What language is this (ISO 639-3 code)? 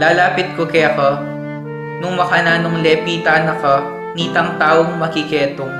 pam